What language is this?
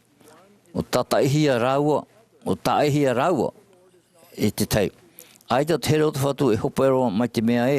Tahitian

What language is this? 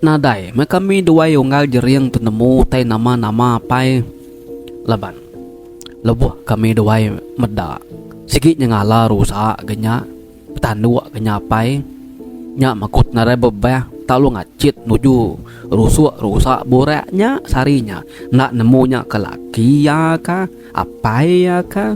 Iban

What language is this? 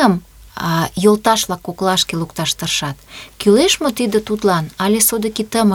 Mari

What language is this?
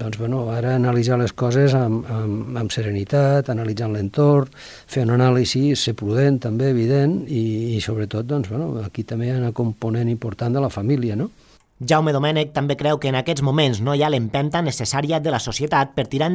Catalan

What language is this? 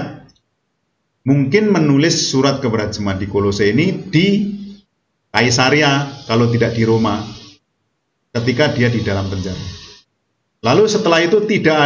Indonesian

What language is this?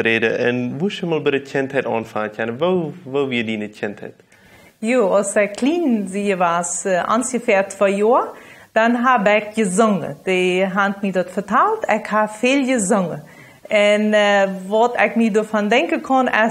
Plautdietsch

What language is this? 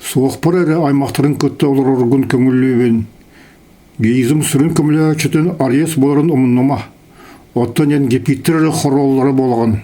Yakut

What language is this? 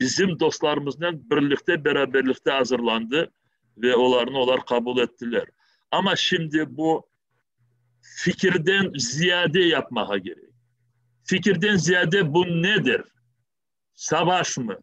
Crimean Tatar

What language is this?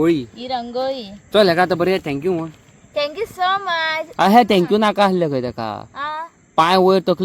Konkani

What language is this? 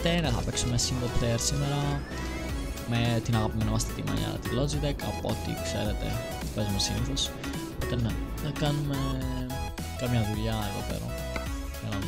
Greek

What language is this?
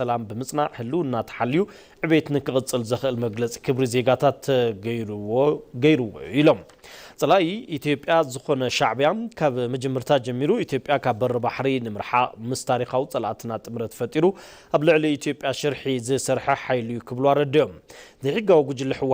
Tigrinya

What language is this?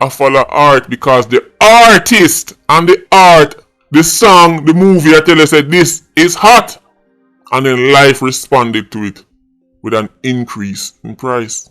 Jamaican Creole English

